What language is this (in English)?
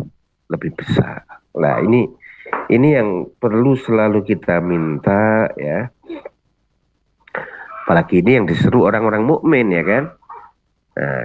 Indonesian